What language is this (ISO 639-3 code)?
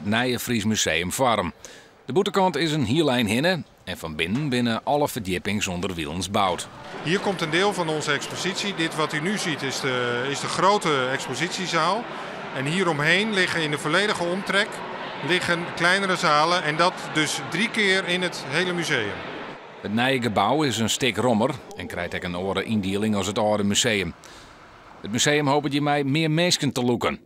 fry